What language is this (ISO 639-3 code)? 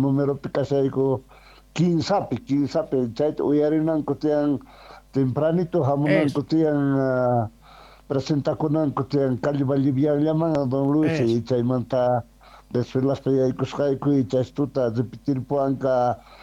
que